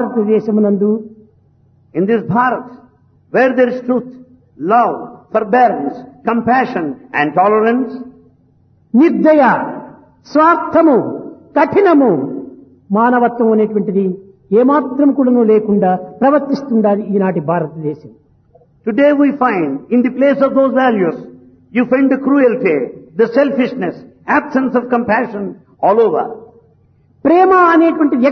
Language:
Telugu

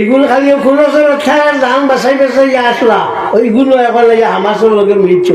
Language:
Sylheti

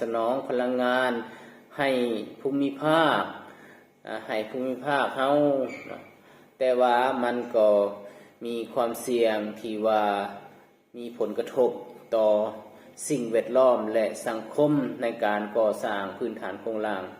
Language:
Lao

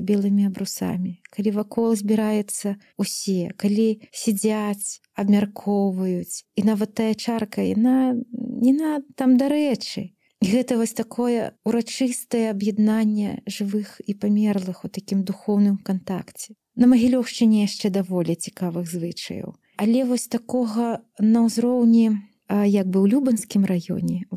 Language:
Belarusian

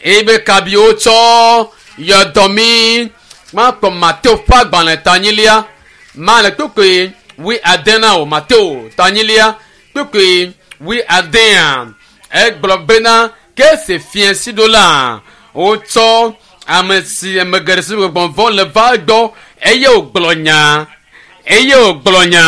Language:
Ewe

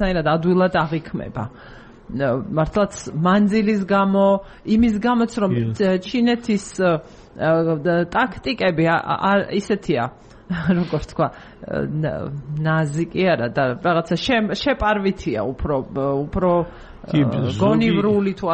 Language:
Georgian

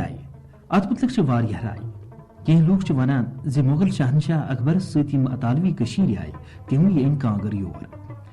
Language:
Kashmiri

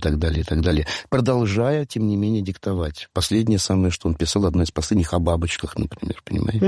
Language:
Russian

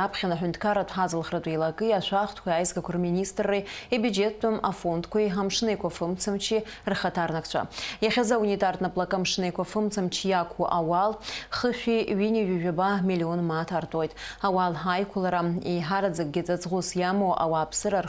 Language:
Abkhazian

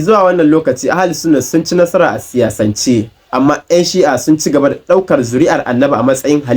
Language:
Hausa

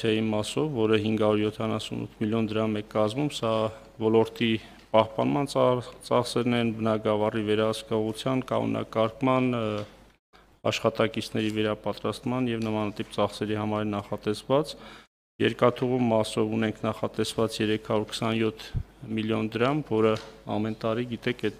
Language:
Armenian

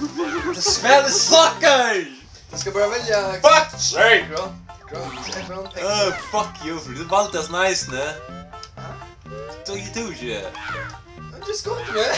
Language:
Faroese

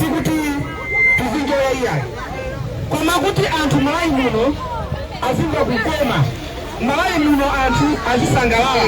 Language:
Nyanja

